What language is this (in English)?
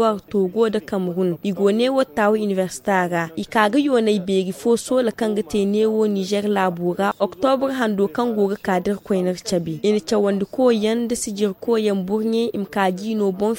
Zarma